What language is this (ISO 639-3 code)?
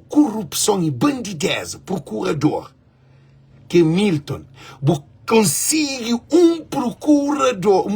kea